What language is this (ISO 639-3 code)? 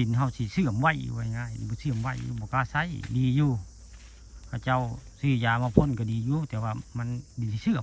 tts